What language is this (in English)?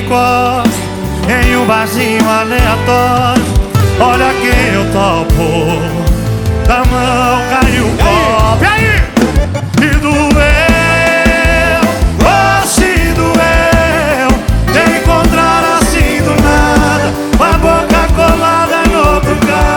Portuguese